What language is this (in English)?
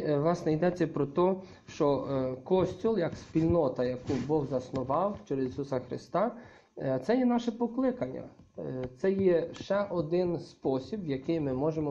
Ukrainian